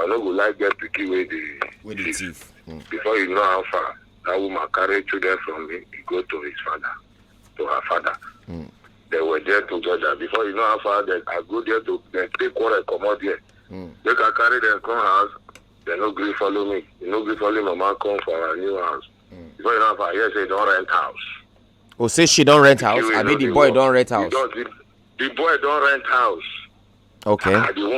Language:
Nigerian Pidgin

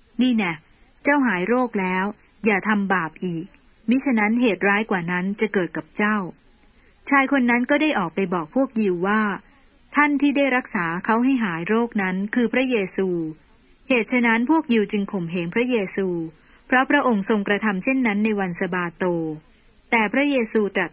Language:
Thai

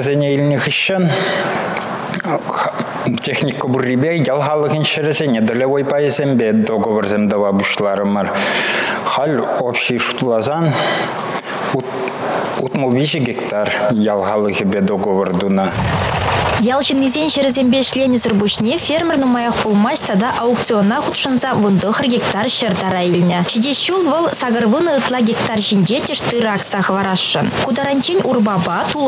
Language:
Chuvash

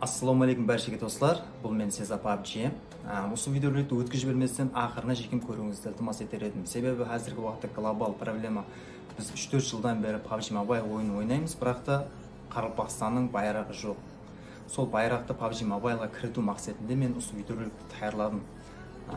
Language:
Kara-Kalpak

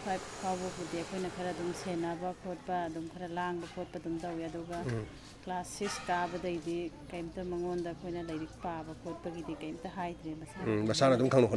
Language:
Manipuri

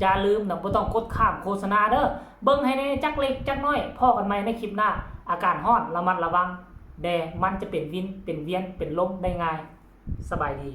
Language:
Northeastern Thai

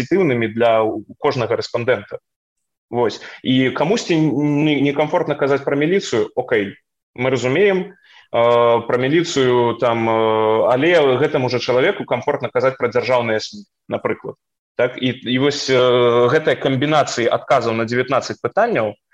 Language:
Belarusian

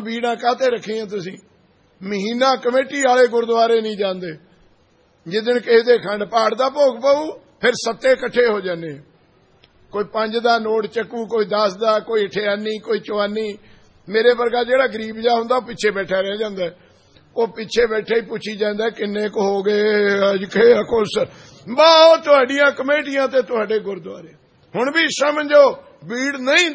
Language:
Punjabi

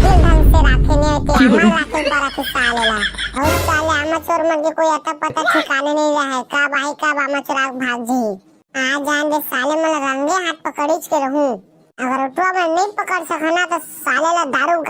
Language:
Chhattisgarhi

